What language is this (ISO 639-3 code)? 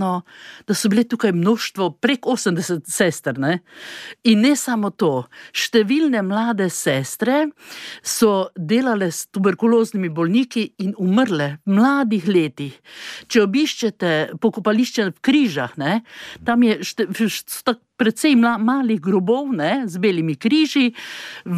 slv